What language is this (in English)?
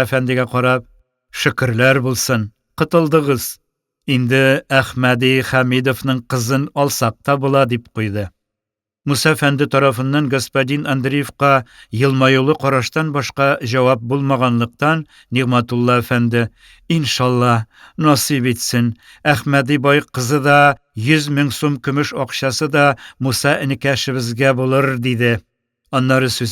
Tatar